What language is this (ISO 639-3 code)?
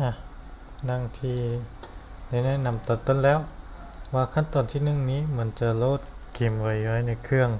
lao